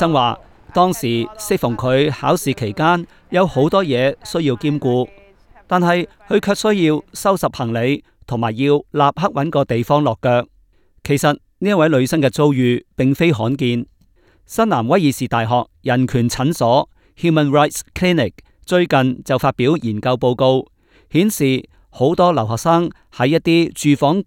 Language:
Cantonese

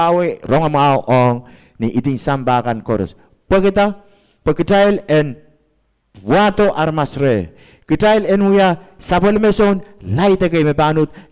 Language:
Pohnpeian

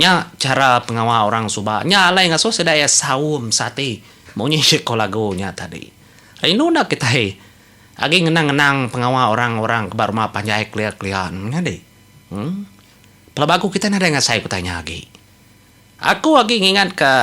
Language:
Iban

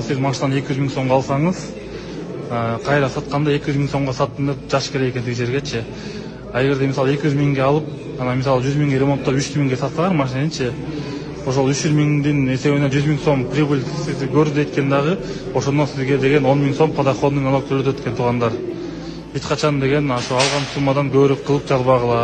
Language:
Kyrgyz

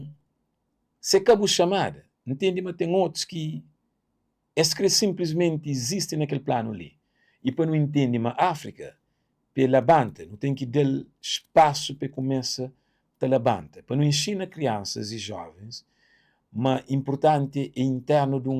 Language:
Kabuverdianu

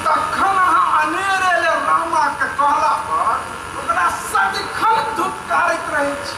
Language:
Maithili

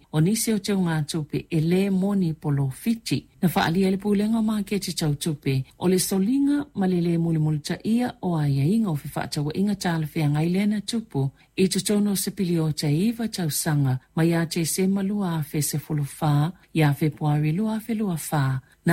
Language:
Samoan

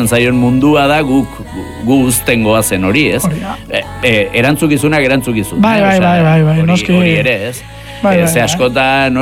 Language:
Basque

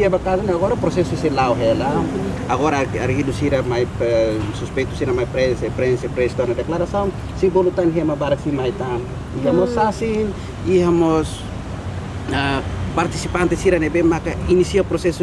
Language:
Tetum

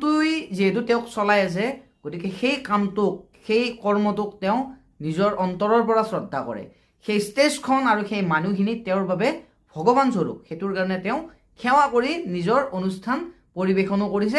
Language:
Assamese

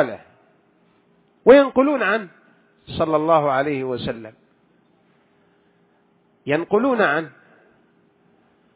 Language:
Arabic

